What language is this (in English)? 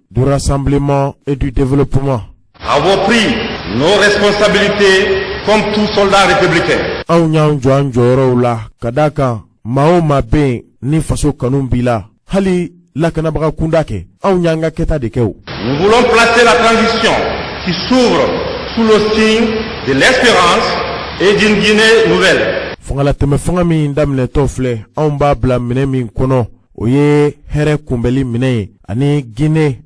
Bambara